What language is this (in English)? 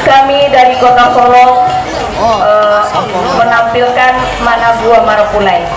Minangkabau